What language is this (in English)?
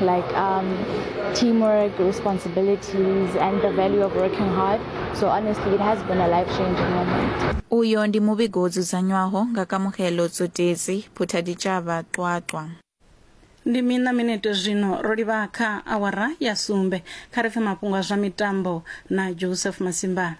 Venda